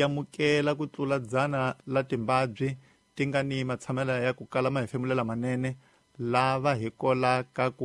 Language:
Tsonga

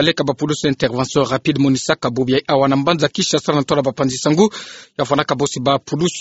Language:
Kituba (Democratic Republic of Congo)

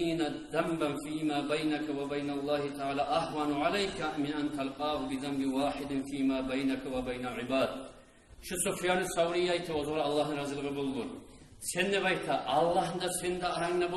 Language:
Kumyk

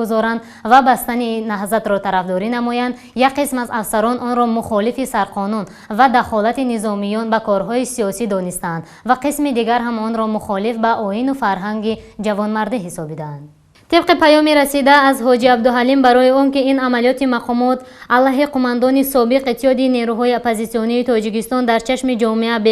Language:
Tajik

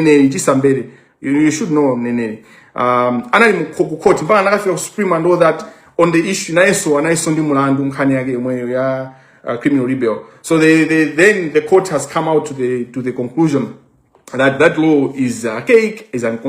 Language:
Nyanja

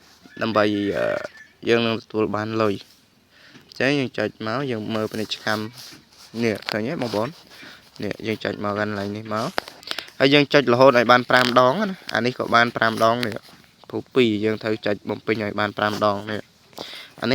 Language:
Khmer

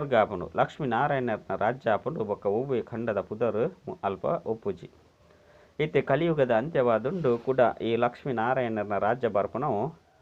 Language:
Tulu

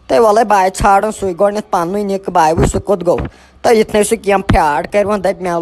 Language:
Kashmiri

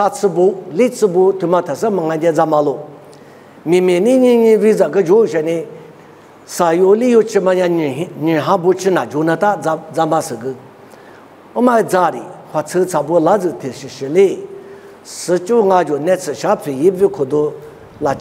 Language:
Lisu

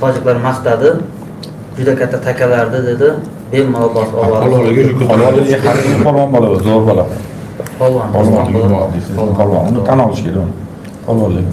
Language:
Uzbek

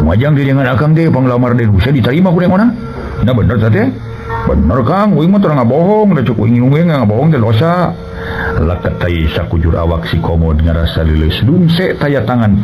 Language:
Sundanese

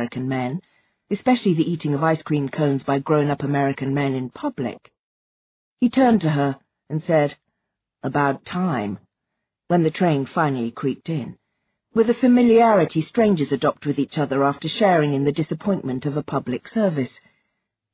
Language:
English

